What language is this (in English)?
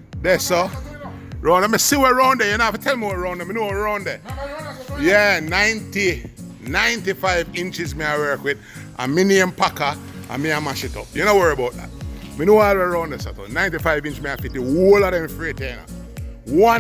Jamaican Creole English